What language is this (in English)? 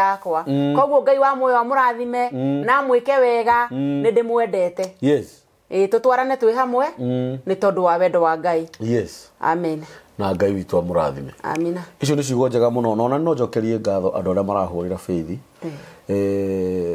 Kikuyu